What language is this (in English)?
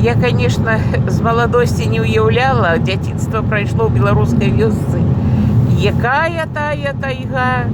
Belarusian